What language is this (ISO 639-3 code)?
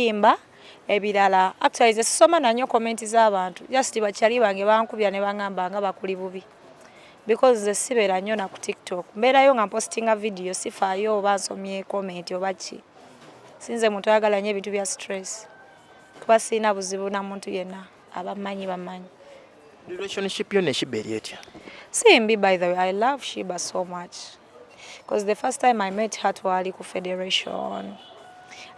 lug